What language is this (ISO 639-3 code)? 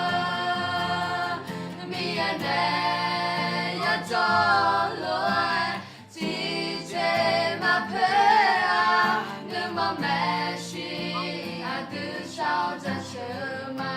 ahk